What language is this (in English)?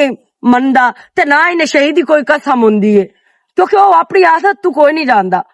Western Panjabi